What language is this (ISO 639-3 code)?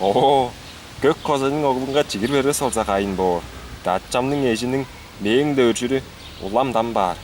tyv